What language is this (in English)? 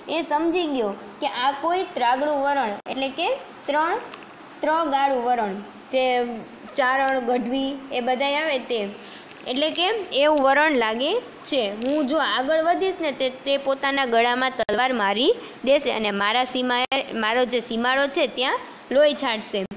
Gujarati